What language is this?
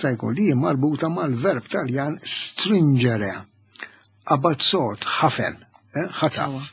Maltese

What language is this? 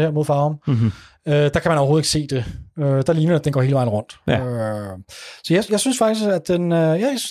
Danish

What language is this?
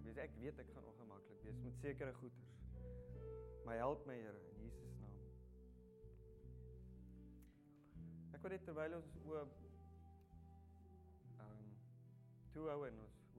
Afrikaans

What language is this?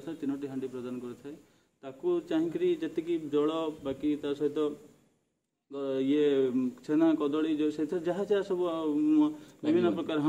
Odia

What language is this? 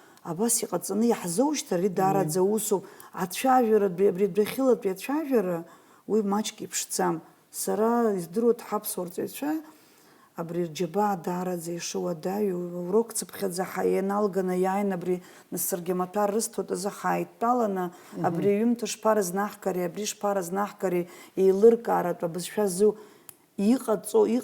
Abkhazian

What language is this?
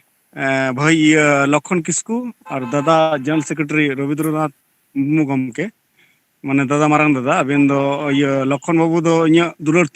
Santali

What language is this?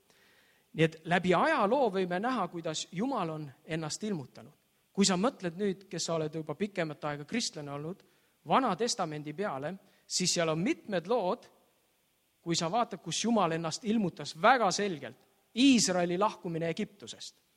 Estonian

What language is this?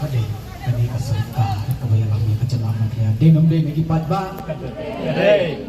Khasi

